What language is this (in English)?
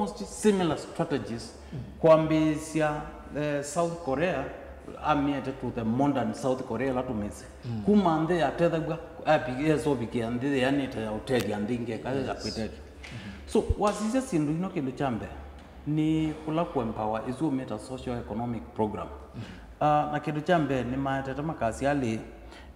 Kamba